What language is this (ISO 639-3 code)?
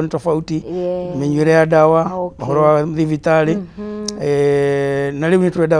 kik